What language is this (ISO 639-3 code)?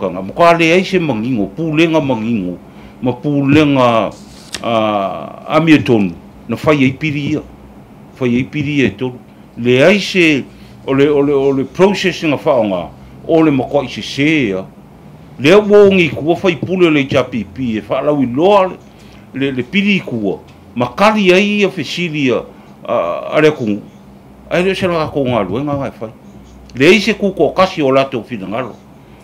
smo